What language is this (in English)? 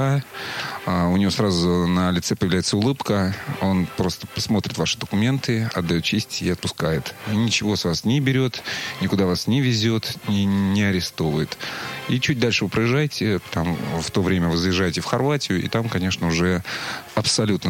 Russian